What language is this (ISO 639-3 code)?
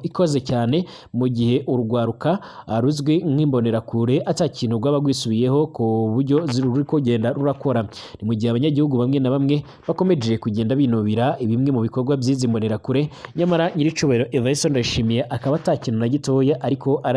run